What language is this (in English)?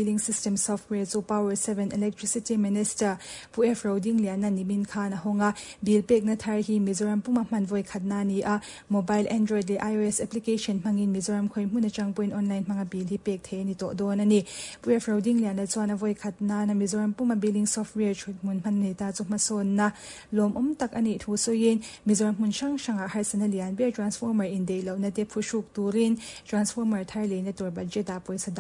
Mizo